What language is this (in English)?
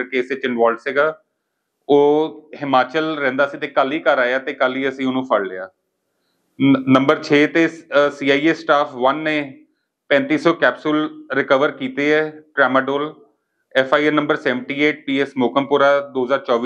Punjabi